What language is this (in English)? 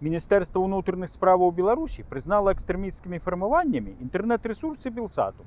Belarusian